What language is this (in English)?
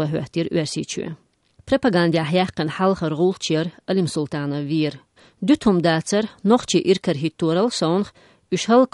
Chechen